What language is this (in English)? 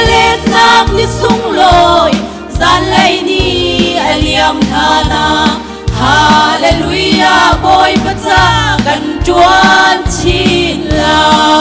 Hakha Chin